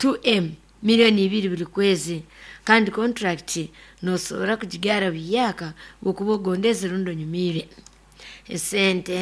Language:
Nyoro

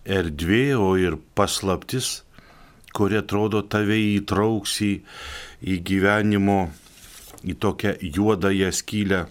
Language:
Lithuanian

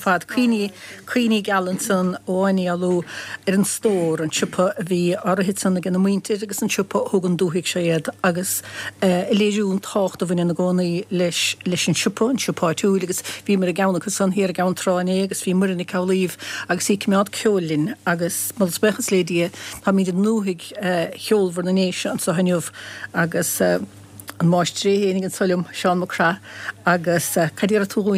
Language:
Irish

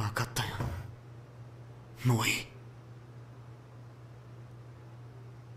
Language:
Japanese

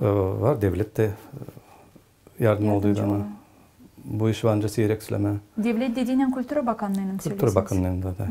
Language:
Gagauz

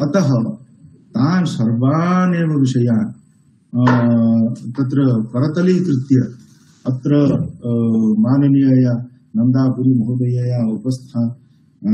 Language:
Sanskrit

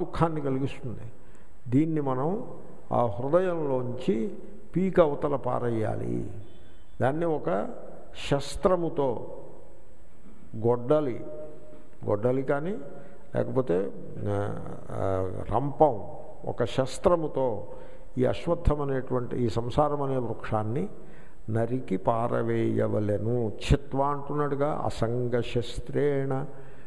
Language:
Telugu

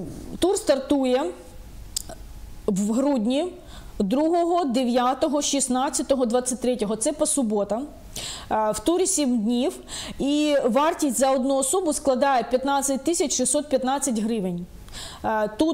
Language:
Ukrainian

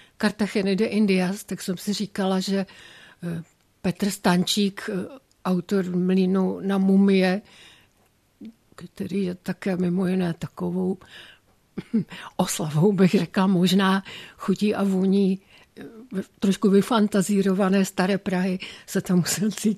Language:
Czech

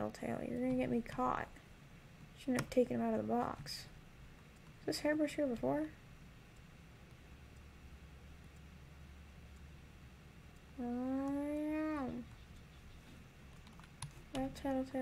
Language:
English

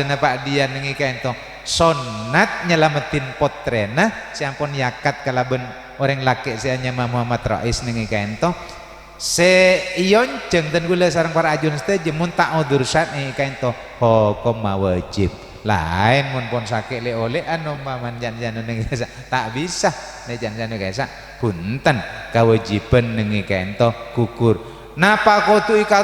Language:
Madurese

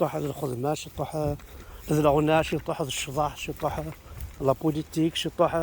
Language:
Kabyle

